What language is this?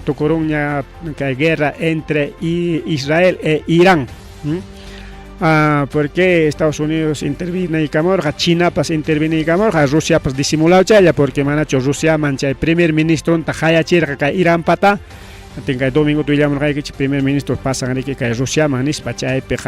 Ayacucho Quechua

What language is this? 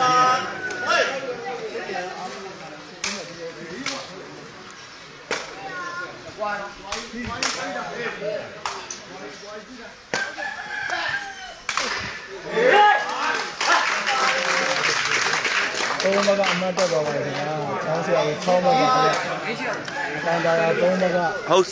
Burmese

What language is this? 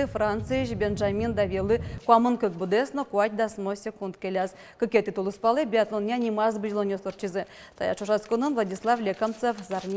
Udmurt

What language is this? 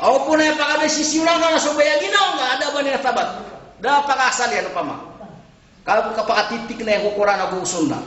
Maranao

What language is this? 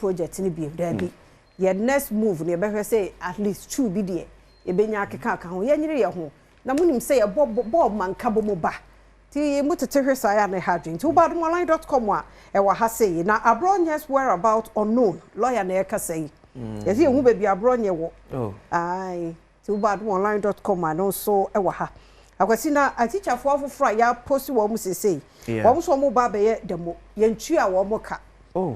Akan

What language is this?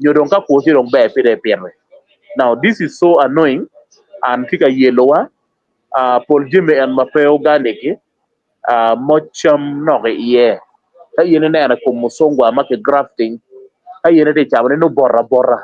Acoli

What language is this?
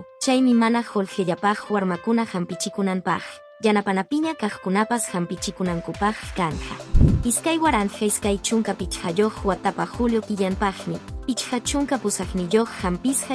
Quechua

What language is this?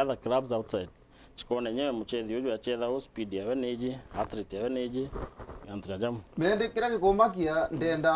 Meru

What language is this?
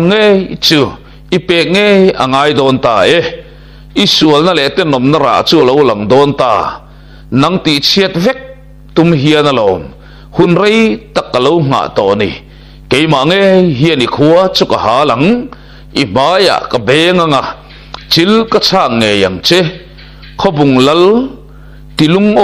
Mizo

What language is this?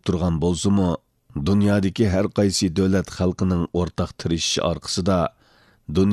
Uyghur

